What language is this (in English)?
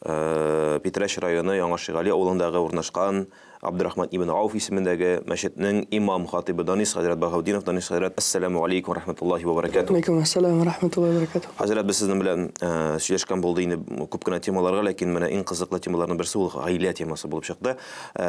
Tatar